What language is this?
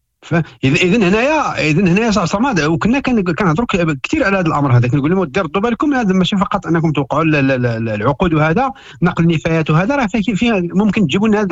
Moroccan Arabic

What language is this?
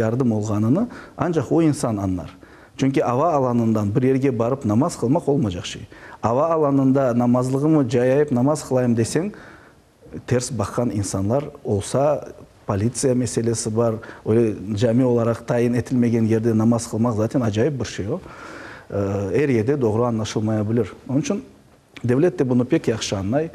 Crimean Tatar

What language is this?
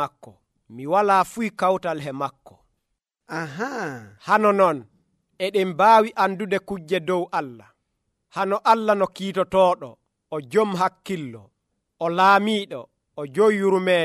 Nigerian Fulfulde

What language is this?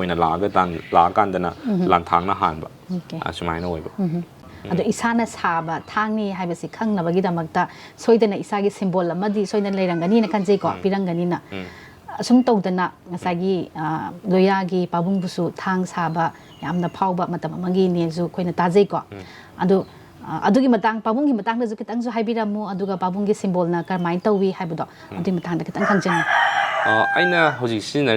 Manipuri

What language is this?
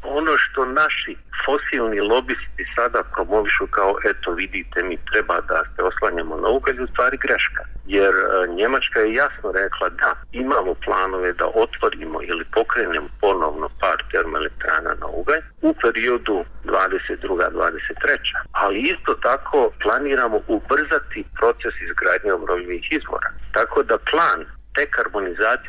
Bosnian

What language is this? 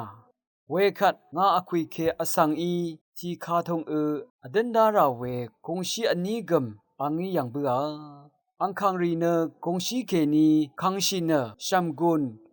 Rawang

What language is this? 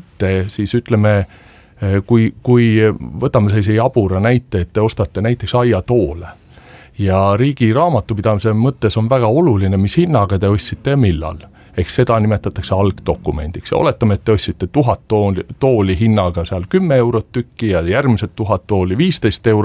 Estonian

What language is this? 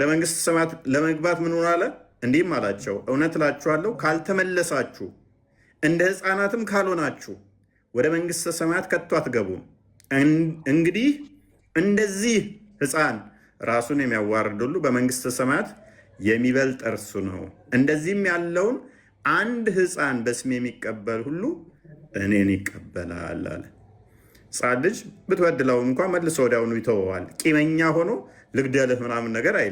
Amharic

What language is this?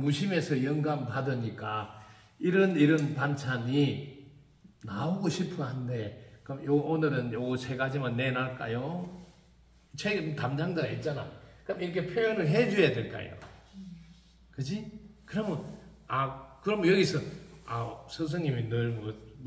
Korean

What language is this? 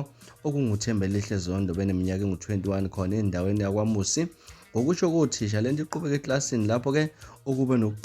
Zulu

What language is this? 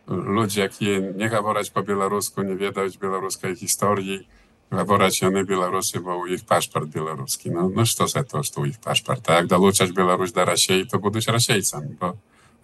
Belarusian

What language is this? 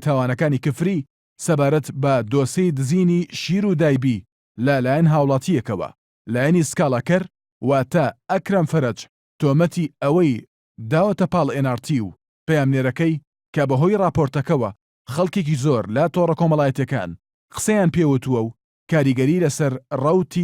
Central Kurdish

